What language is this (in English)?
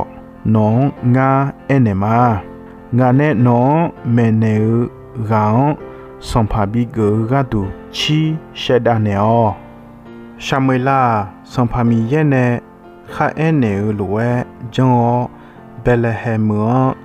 Akha